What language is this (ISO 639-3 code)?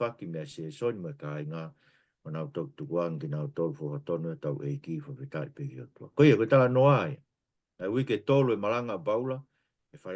ton